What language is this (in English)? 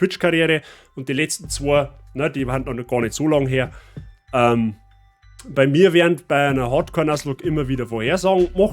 Bavarian